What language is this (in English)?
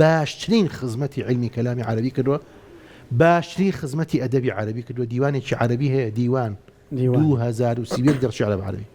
Central Kurdish